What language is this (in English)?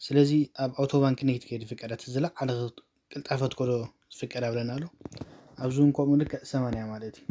Tigrinya